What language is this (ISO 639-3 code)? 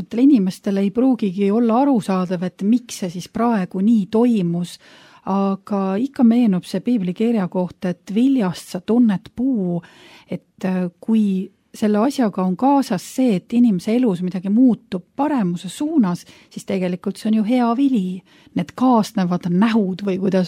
est